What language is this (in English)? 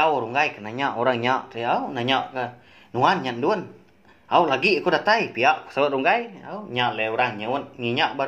Iban